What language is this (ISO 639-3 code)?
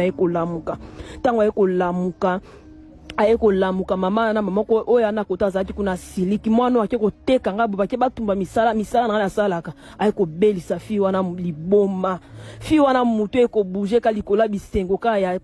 lin